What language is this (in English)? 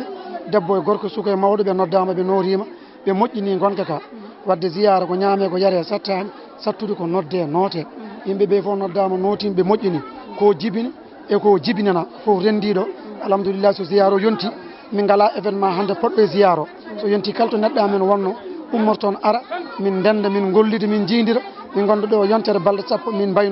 Fula